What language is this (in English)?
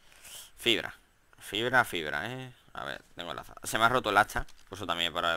Spanish